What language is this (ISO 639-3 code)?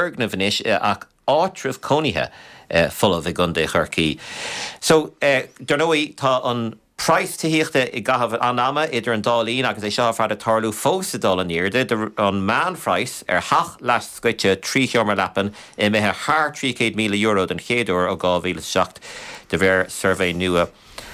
gle